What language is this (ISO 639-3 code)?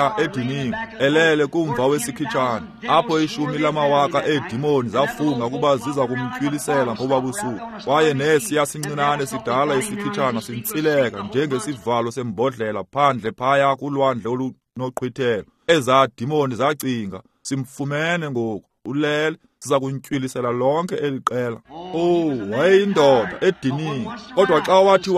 xho